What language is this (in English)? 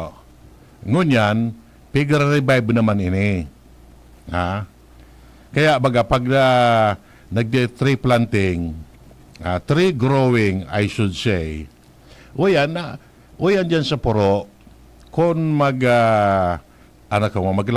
Bikol